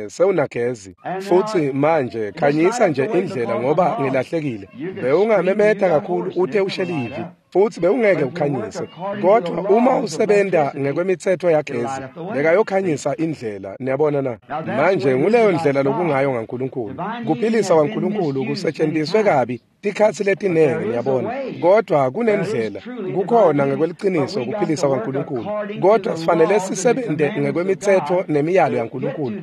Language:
Swati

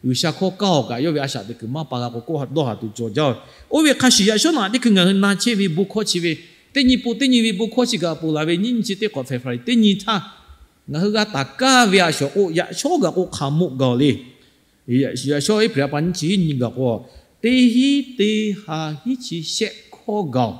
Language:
Lahu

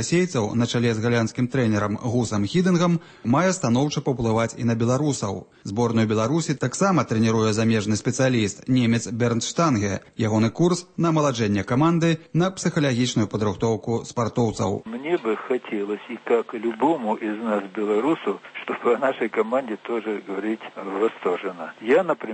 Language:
Belarusian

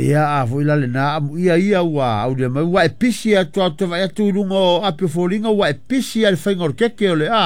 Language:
Samoan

